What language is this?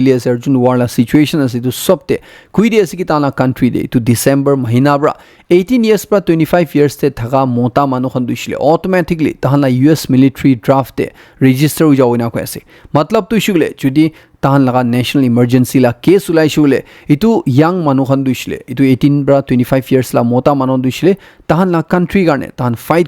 Naga Pidgin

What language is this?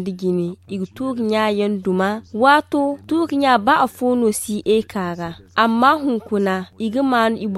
Zarma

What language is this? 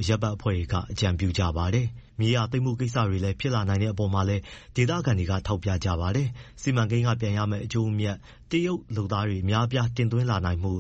Burmese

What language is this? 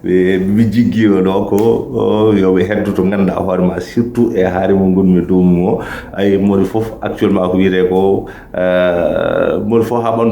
Fula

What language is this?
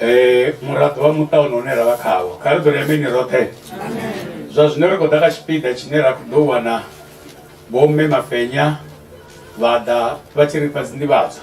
Venda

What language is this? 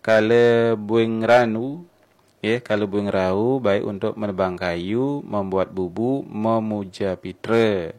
Balinese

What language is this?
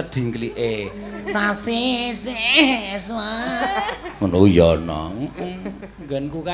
Javanese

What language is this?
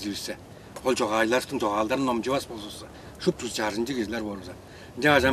Tuvinian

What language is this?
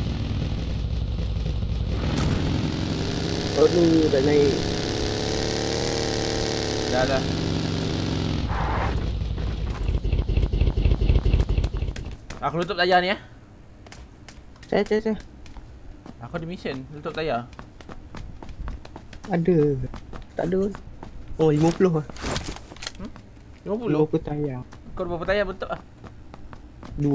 Malay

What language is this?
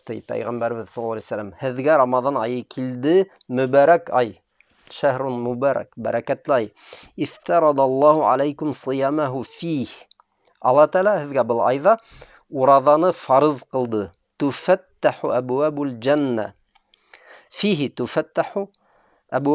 Bashkir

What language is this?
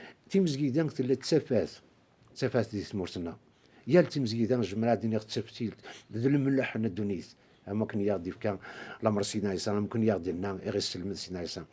Kabyle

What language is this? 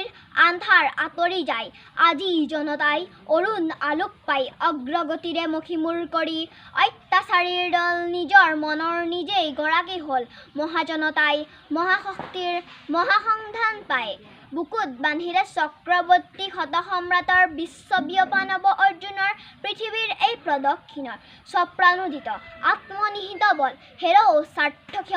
Assamese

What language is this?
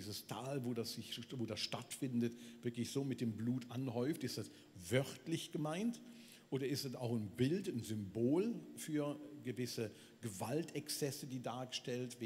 Swiss German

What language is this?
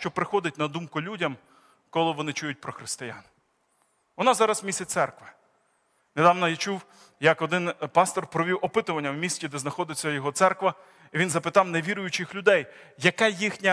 Ukrainian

